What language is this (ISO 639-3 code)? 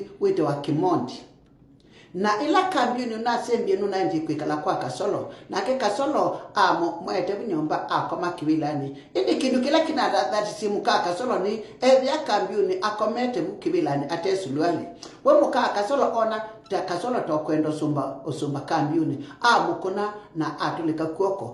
kam